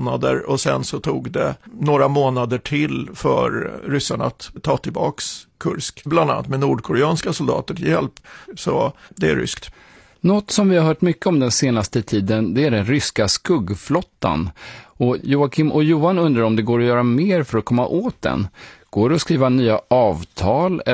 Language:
Swedish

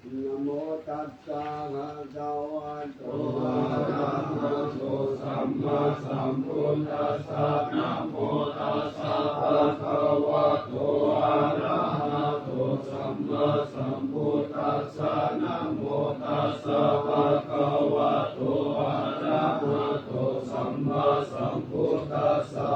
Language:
Pali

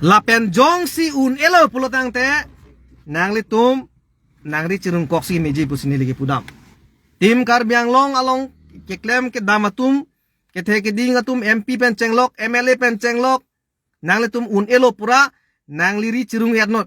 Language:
Karbi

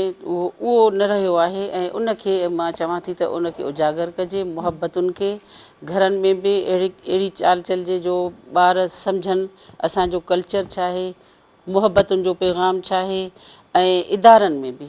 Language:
Sindhi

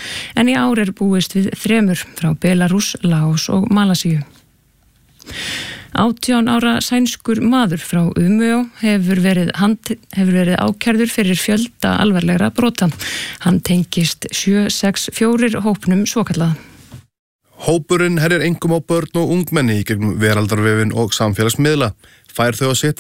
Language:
Icelandic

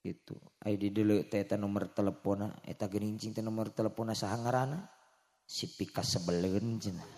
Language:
Sundanese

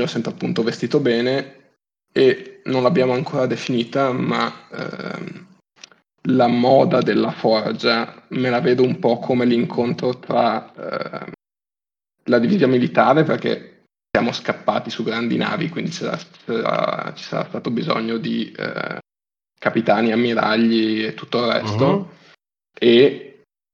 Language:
Italian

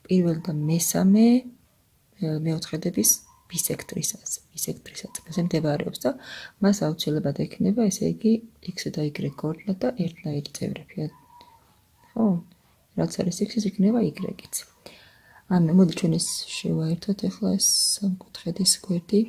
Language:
Georgian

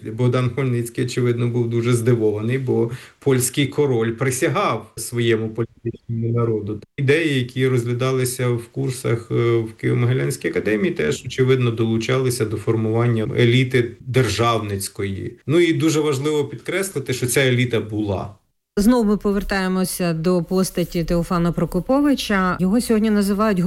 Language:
Ukrainian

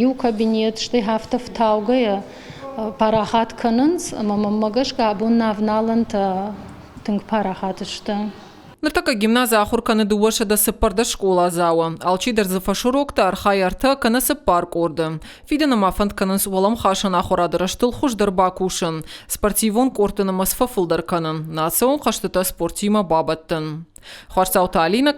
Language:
Ossetic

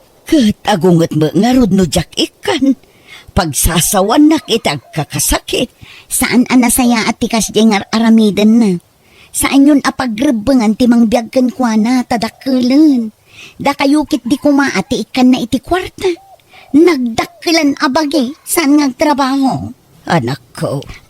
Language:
Iloko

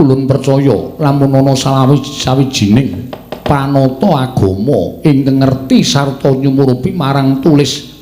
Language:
Javanese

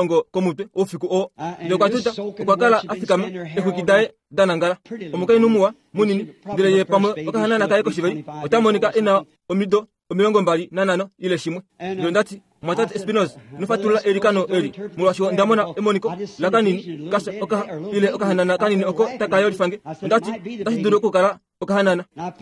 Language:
Kuanyama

